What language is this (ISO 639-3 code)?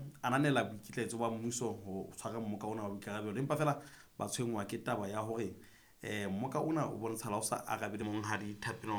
sot